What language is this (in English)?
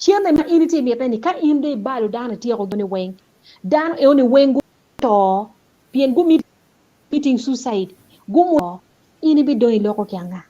Acoli